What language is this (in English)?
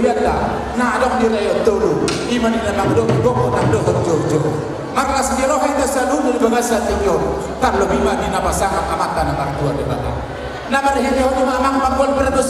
Batak Toba